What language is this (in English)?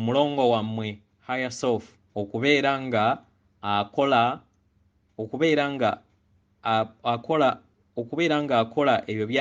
Ganda